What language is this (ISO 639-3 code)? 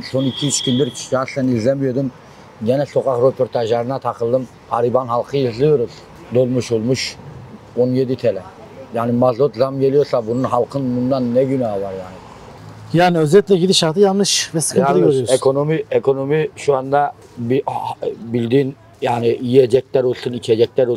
tur